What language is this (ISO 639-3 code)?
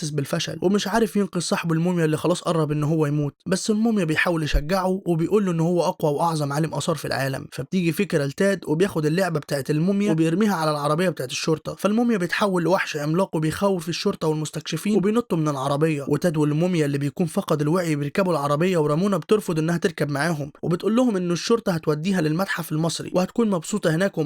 arz